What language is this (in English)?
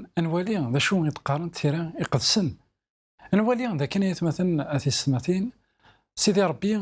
Kabyle